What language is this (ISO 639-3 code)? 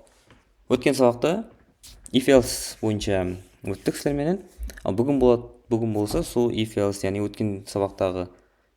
kaa